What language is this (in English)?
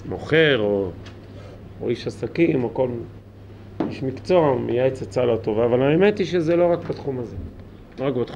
Hebrew